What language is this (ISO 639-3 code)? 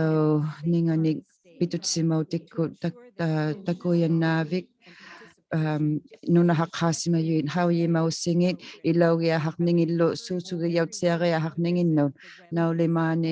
iku